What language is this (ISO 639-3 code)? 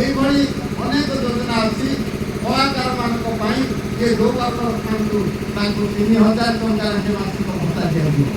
ori